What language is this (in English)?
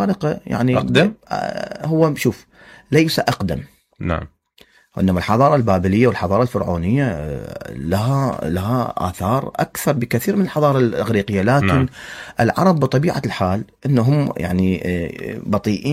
Mesopotamian Arabic